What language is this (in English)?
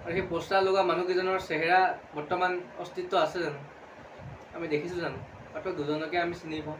Assamese